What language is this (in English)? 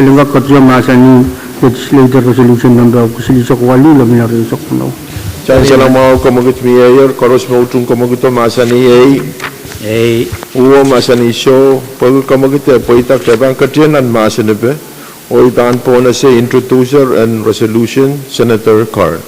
Pohnpeian